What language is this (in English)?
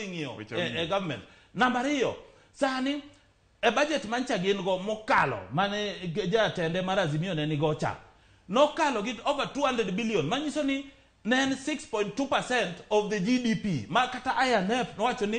Luo (Kenya and Tanzania)